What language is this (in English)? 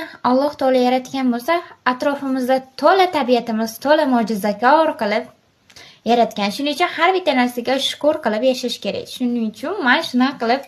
Uzbek